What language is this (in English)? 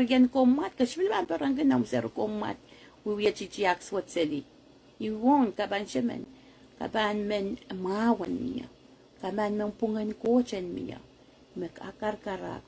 Pohnpeian